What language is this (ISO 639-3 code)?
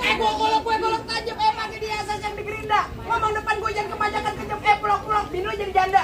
bew